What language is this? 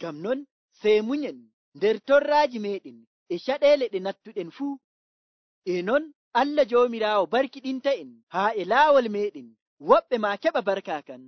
Nigerian Fulfulde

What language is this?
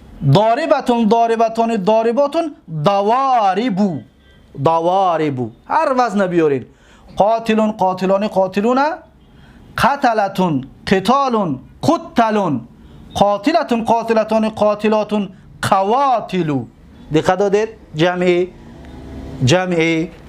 Tajik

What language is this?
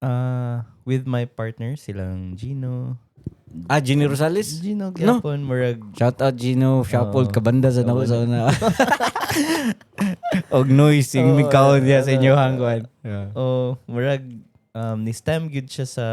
Cebuano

